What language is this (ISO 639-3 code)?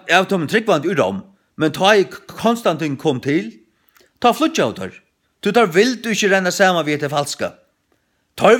fao